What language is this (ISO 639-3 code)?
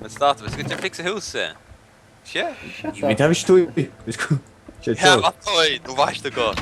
fao